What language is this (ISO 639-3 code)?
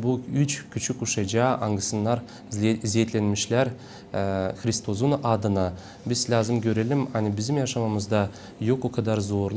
gag